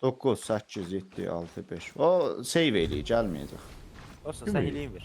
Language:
South Azerbaijani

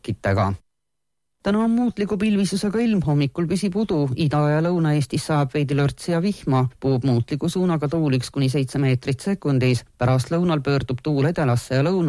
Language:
Estonian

